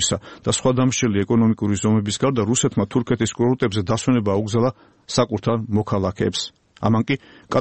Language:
Georgian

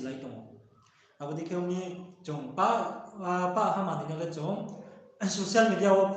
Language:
Riang (India)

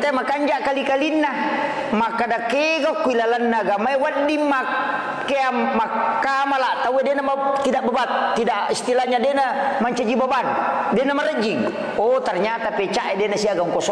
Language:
Buginese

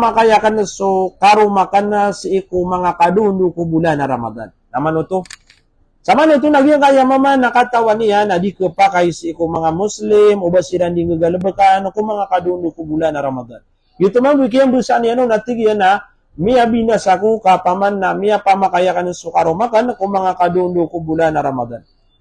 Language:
Maranao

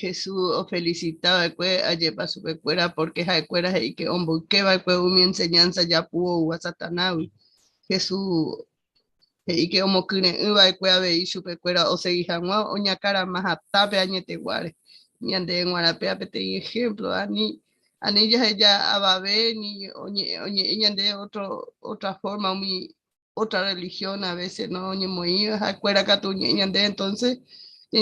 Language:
Guarani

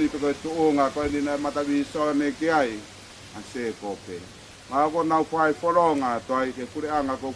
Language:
Tongan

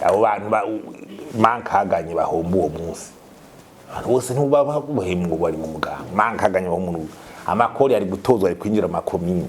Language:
Rundi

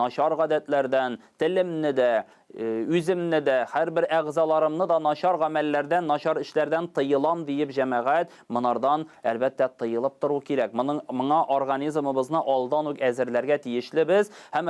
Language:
Tatar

